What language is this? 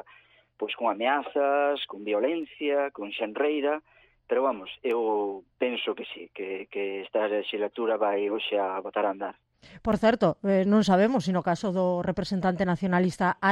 Galician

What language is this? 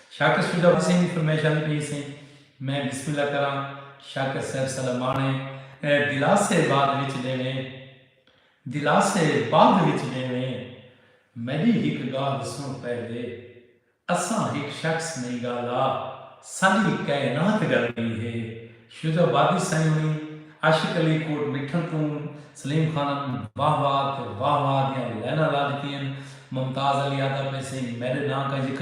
Saraiki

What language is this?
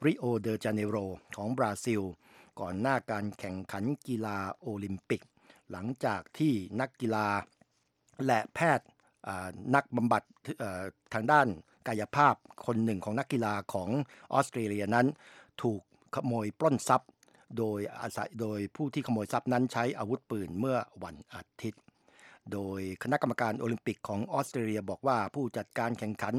Thai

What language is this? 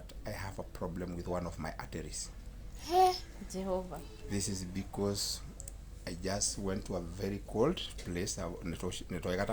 Masai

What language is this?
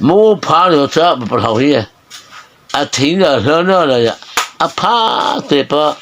Mara Chin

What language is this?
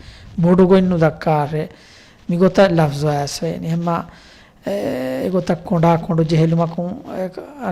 Divehi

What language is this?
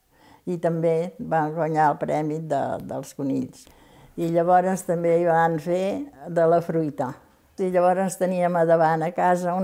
Catalan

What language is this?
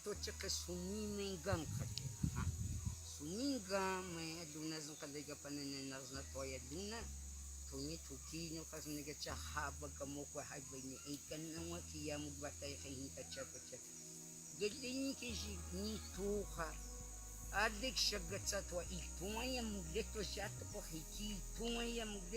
Cogui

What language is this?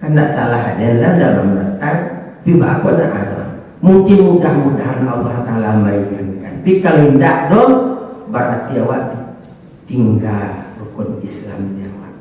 Minangkabau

